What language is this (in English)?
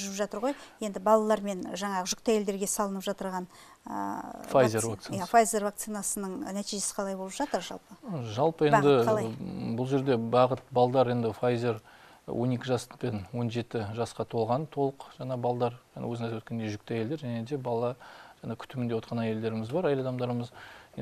Kazakh